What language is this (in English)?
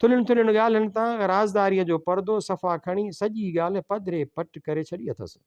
Sindhi